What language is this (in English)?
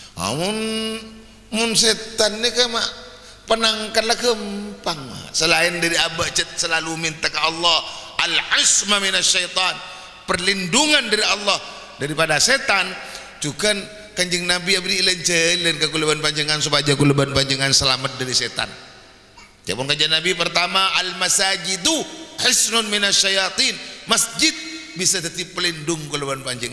Madurese